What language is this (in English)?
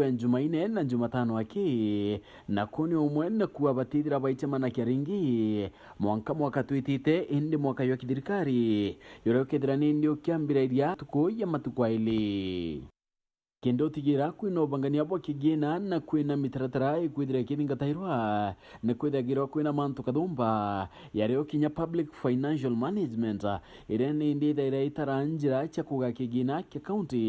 Meru